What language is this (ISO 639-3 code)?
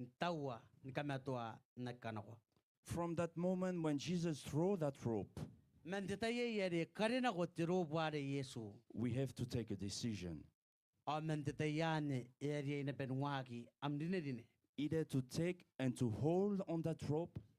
gil